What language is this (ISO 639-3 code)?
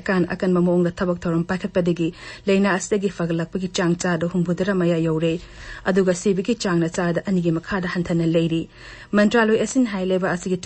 mni